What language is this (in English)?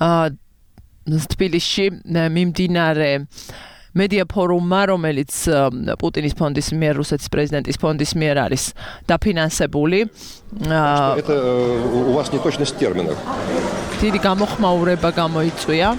Georgian